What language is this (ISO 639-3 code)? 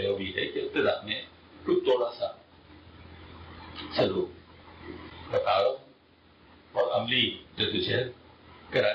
urd